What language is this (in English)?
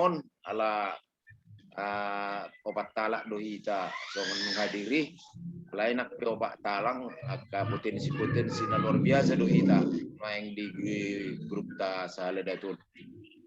Batak Toba